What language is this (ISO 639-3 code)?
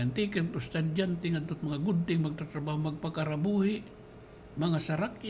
war